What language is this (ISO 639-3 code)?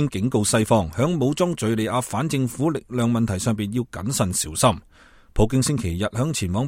yue